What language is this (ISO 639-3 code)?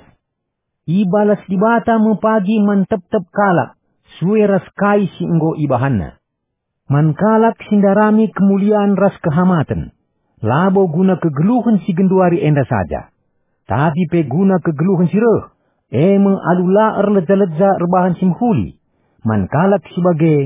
btx